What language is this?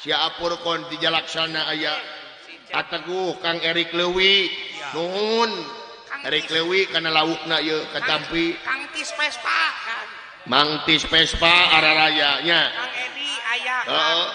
Sundanese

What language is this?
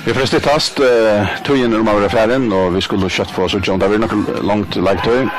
Faroese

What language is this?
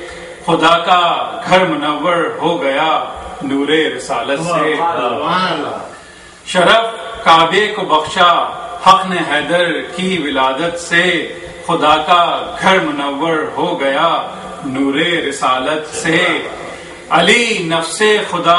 Urdu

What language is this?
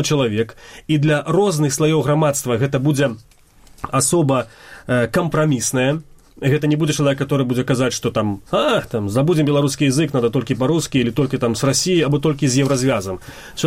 Belarusian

